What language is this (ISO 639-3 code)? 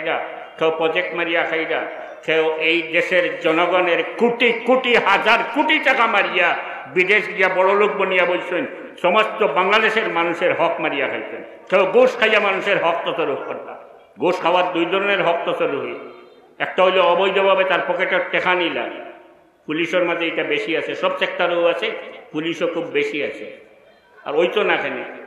syl